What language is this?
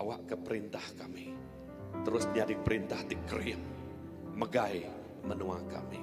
Iban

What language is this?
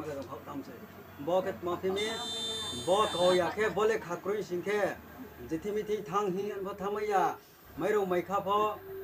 Riang (India)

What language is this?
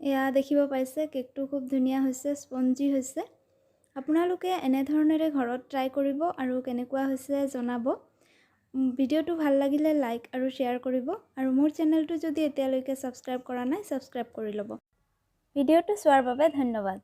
Assamese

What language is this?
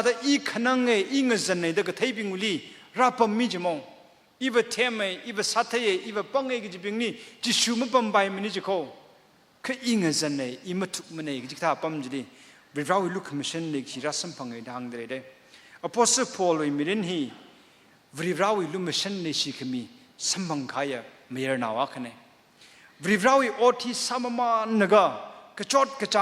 Tangkhul Naga (India)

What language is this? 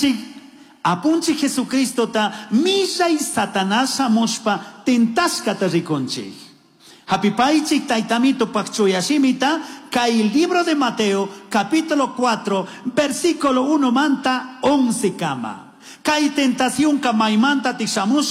Chimborazo Highland Quichua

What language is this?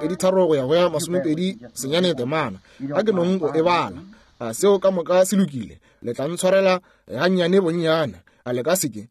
Northern Sotho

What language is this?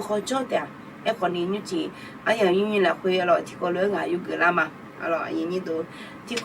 Akha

